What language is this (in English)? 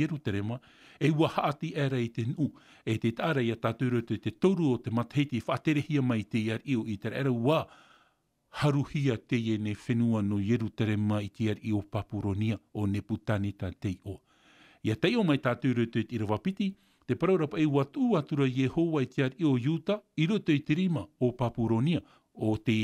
Tahitian